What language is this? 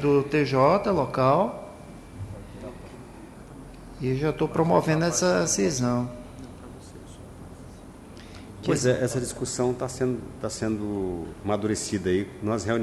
Portuguese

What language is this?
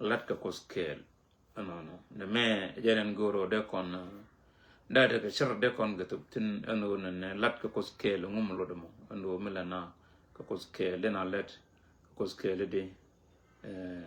Nuer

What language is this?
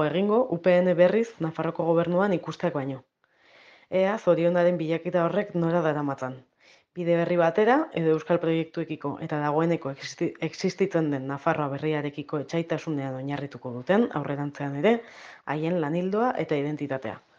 Basque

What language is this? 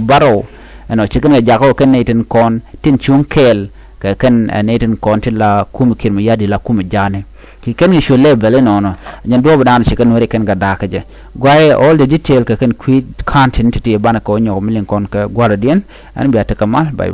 Nuer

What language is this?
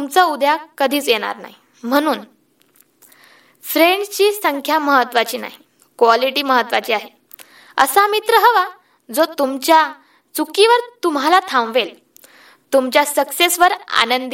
Marathi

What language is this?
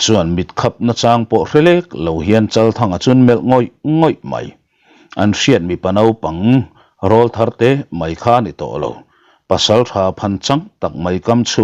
Mizo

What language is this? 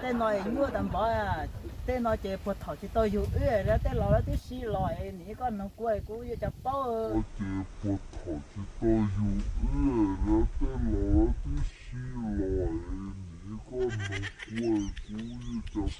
Hmong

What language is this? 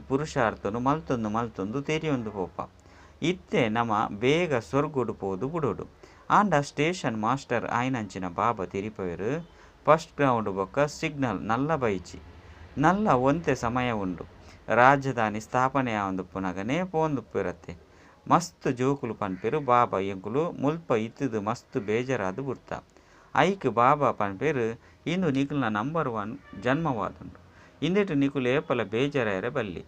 Tulu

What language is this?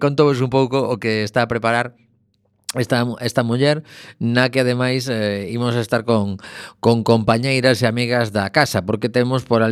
Galician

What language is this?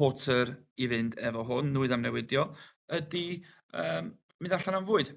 Welsh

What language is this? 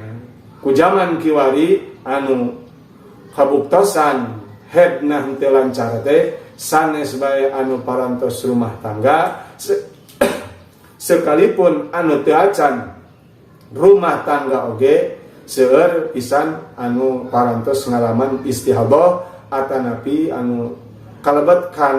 Sundanese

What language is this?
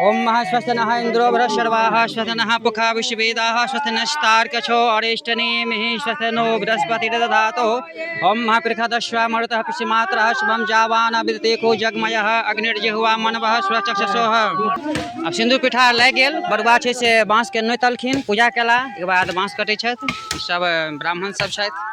Maithili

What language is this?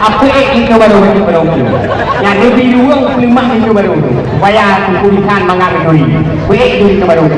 Achinese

